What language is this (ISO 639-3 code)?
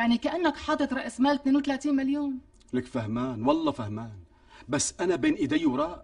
apc